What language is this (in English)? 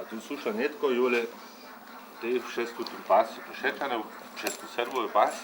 Upper Sorbian